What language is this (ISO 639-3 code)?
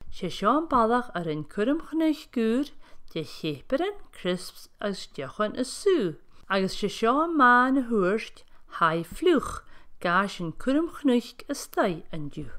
gla